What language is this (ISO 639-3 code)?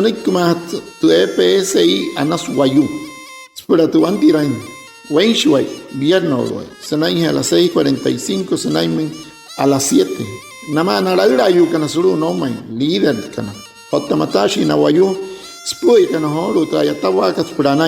guc